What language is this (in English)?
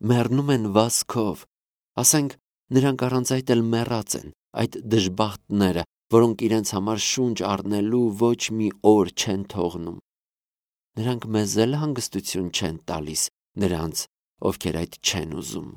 Armenian